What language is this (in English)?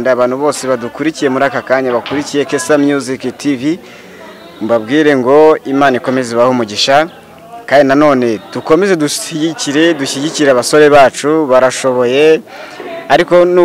Kinyarwanda